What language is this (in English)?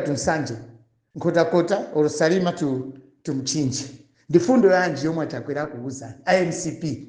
Nyanja